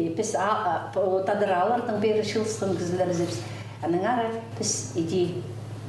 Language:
Khakas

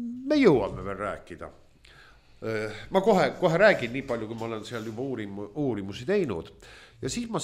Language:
Estonian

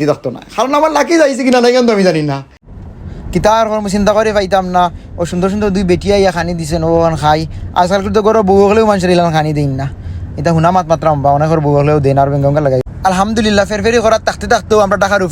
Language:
Sylheti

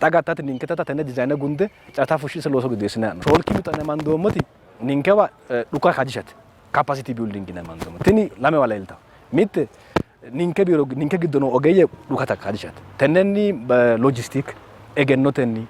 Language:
Sidamo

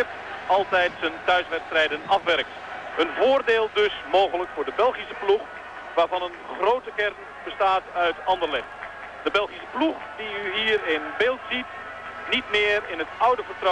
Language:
Dutch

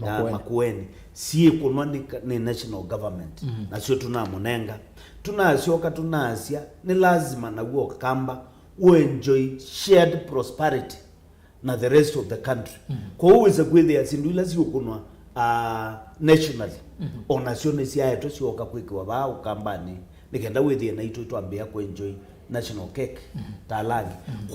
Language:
Kamba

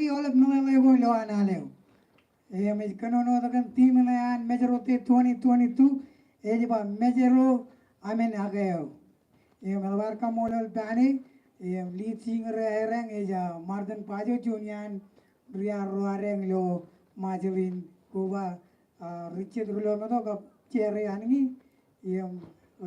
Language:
Marshallese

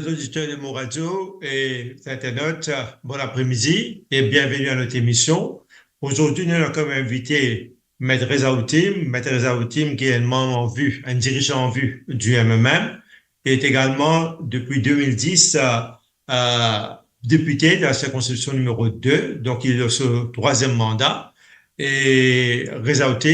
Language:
Morisyen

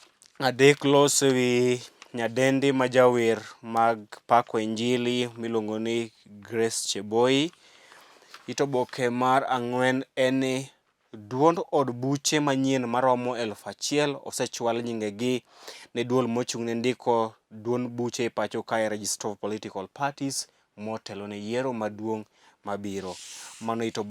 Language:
Luo (Kenya and Tanzania)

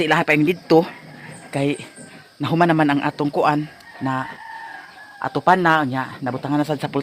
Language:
Cebuano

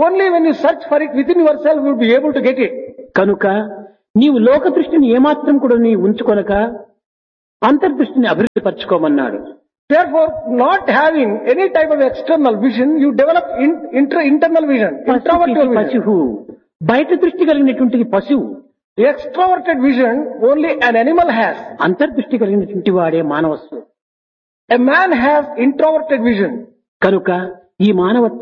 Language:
Telugu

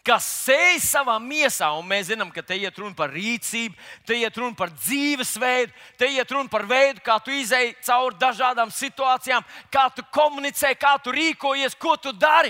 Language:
Latvian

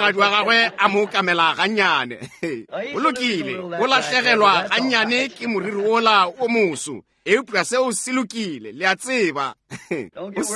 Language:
Northern Sotho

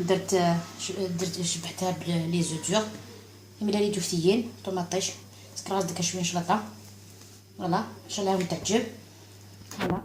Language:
Algerian Arabic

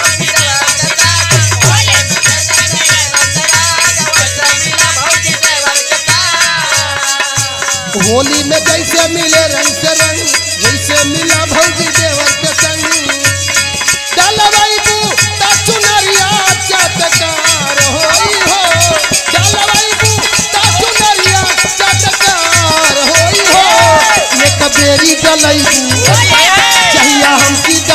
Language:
Bhojpuri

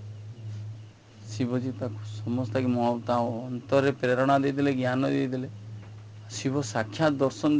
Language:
Odia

